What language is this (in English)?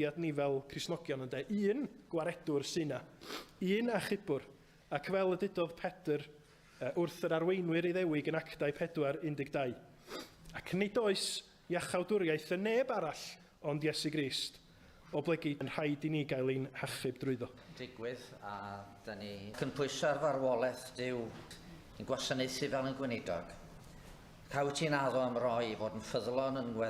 Welsh